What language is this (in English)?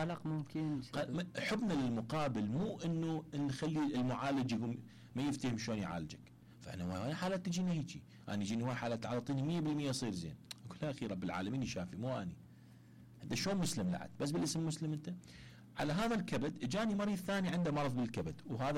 Mesopotamian Arabic